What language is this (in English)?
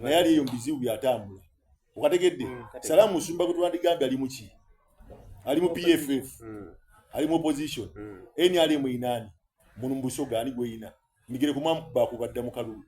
Soga